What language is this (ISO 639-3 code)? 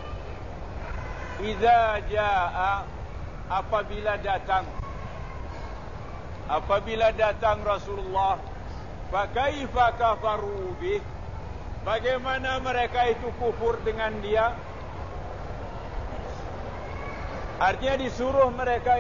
msa